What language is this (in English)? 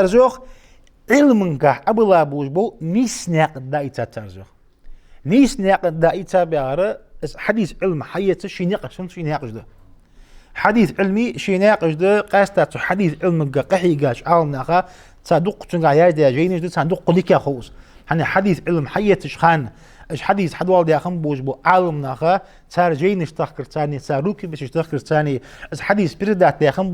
Ingush